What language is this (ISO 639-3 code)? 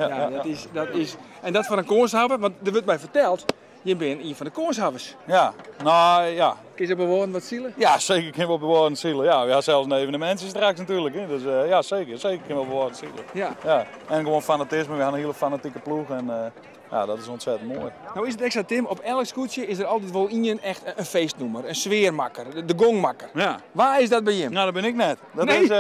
fry